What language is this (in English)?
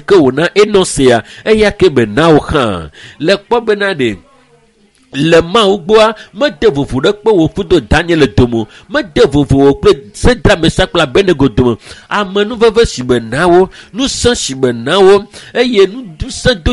Ewe